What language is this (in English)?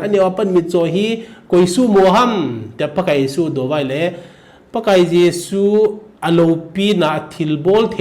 Thado Chin